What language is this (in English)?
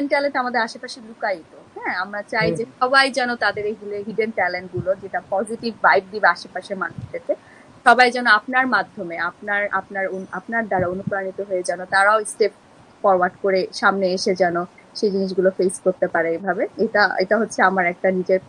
Bangla